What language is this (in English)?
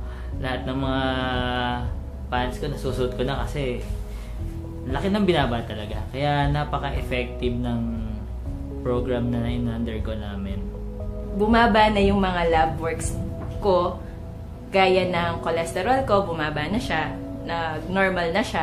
Filipino